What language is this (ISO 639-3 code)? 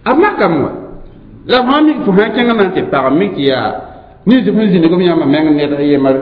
mos